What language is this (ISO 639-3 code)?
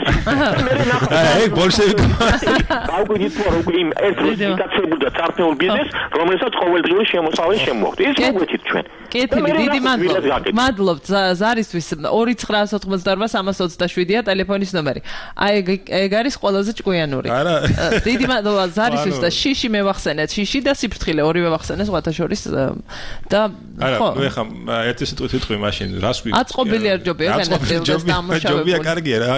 kat